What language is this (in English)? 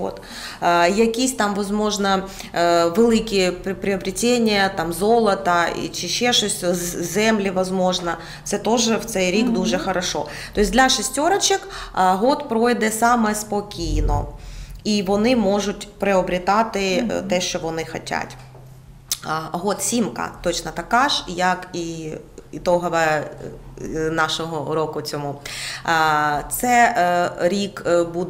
Ukrainian